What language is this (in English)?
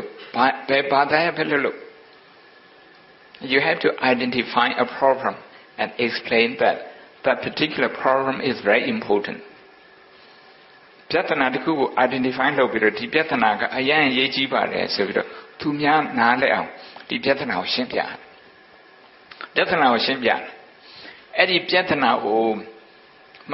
Burmese